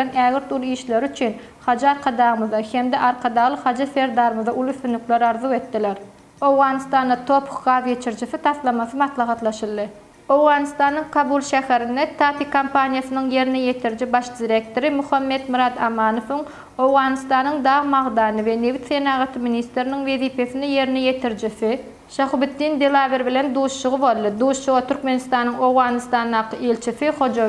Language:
Turkmen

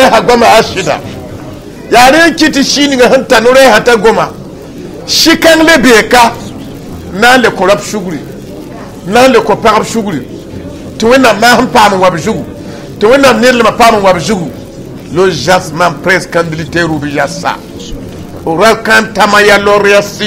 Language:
Mossi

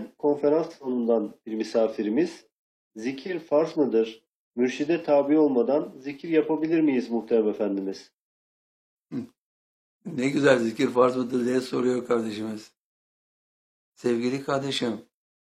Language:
Turkish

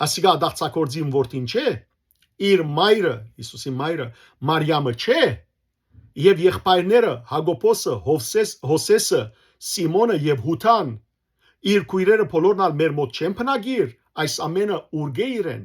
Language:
Western Armenian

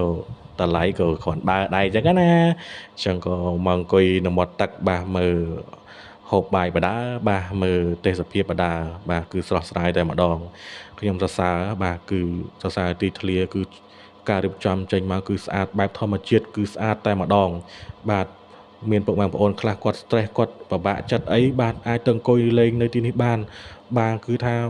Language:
Khmer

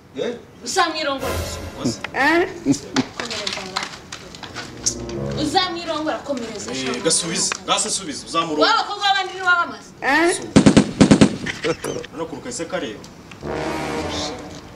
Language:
Kinyarwanda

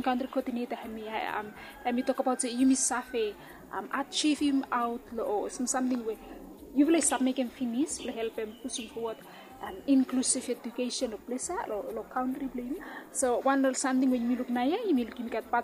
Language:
Bislama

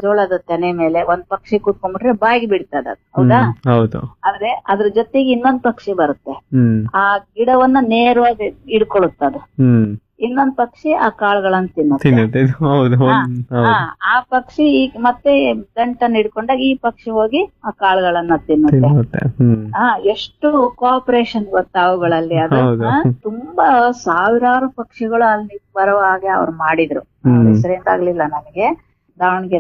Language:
Kannada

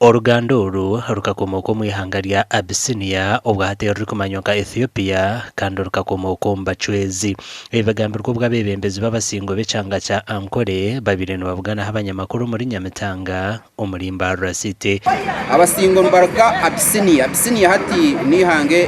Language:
Nyankole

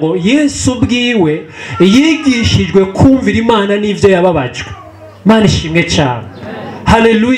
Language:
Rundi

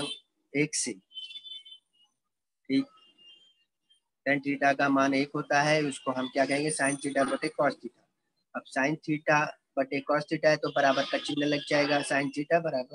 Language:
Hindi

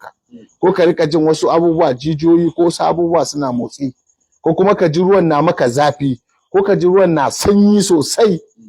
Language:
Hausa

